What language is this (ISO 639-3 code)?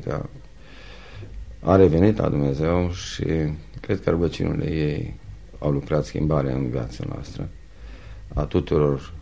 ron